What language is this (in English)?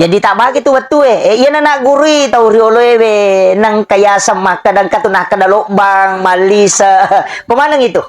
Buginese